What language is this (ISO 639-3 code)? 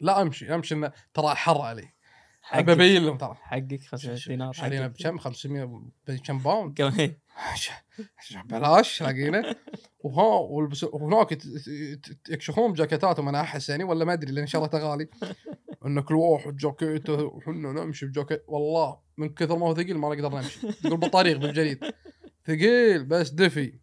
afb